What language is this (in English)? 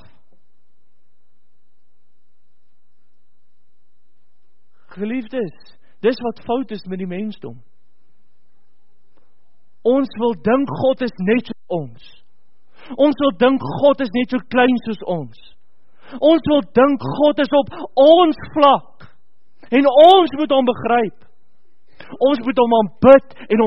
Afrikaans